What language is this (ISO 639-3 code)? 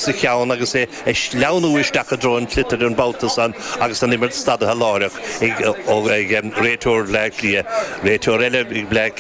gle